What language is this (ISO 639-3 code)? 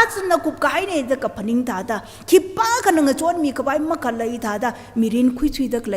nmf